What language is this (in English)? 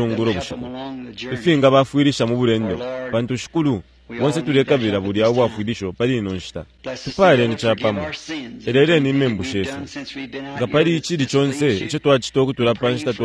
Bemba